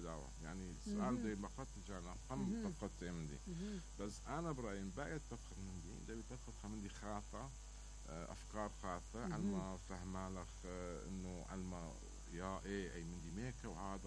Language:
Mesopotamian Arabic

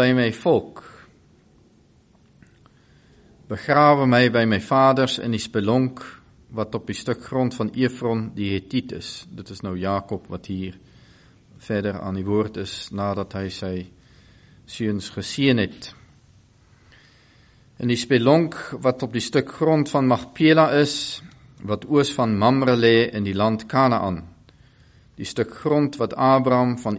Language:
Afrikaans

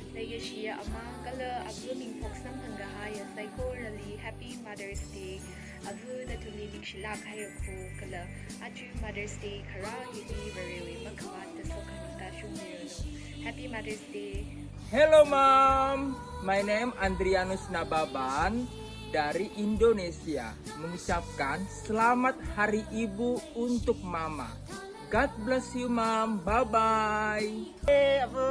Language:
Tangkhul Naga (India)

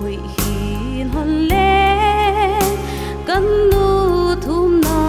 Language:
Paite Chin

